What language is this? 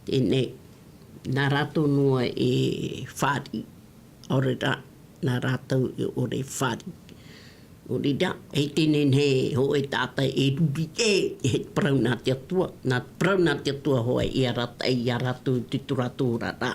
Tahitian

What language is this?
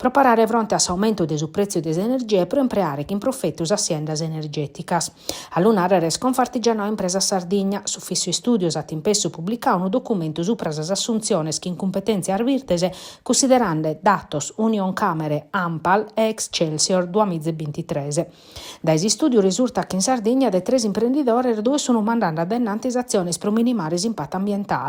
Sardinian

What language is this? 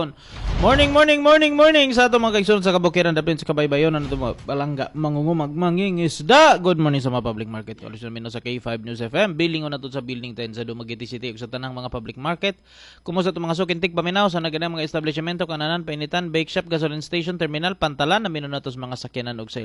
Cebuano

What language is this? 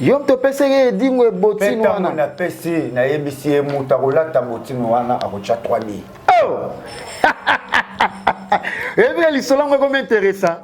Lingala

